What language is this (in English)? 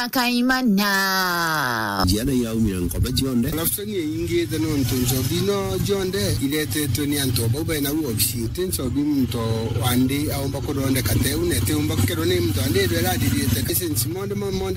Meru